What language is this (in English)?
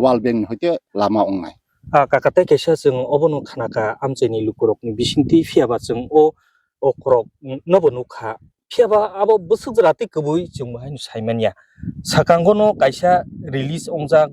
Kok Borok